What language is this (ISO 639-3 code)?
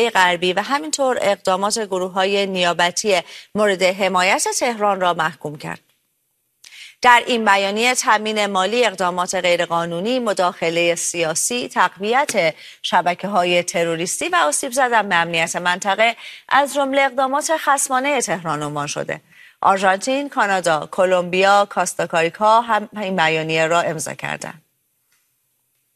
fas